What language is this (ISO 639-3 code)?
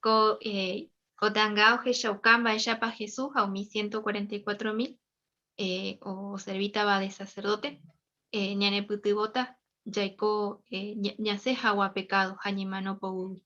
grn